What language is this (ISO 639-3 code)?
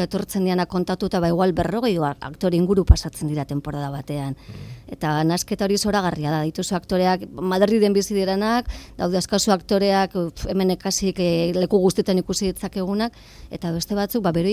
eus